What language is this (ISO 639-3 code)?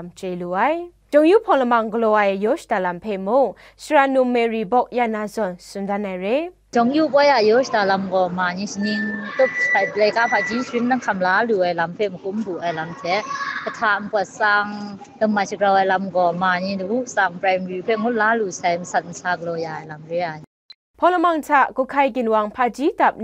kac